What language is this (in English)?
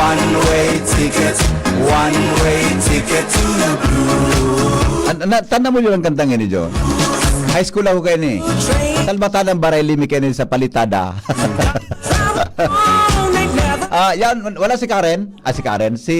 Bikol